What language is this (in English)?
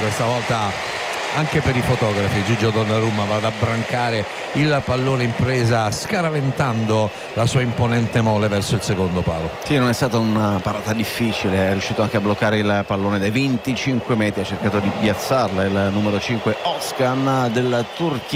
Italian